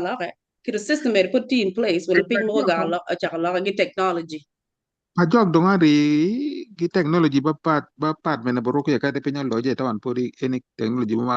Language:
Acoli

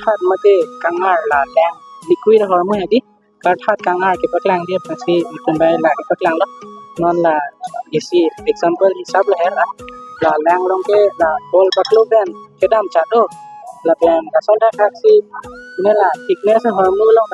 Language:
Karbi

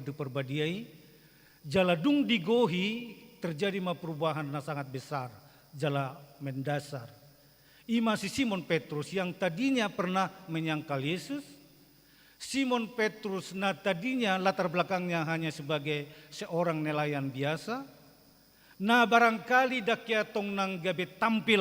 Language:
Batak Toba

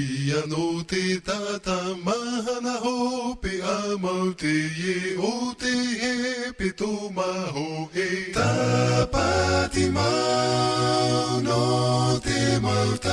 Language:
Tahitian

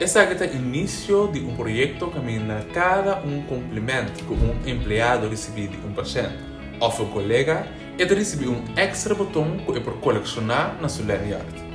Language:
Papiamento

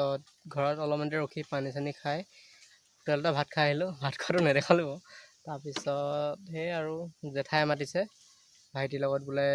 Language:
Assamese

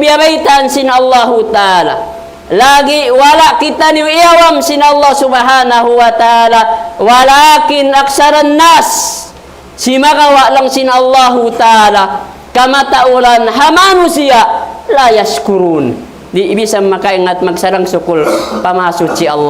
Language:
Tausug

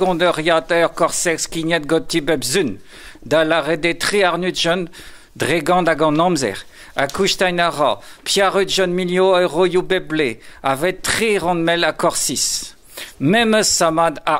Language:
Breton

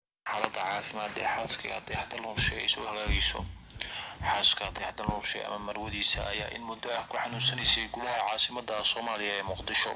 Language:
Somali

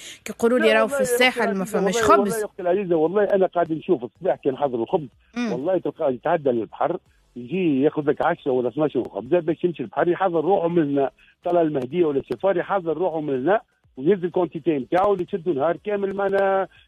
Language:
Tunisian Arabic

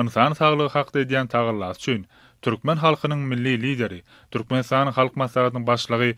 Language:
Turkmen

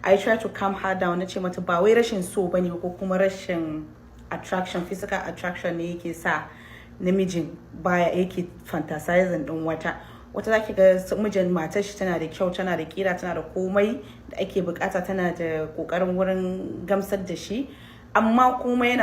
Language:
Hausa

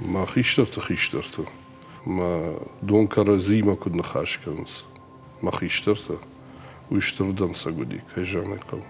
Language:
Ossetic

